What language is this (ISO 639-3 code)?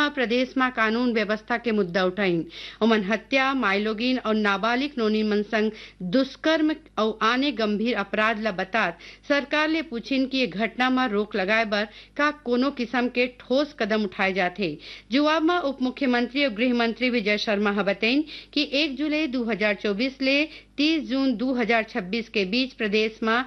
hne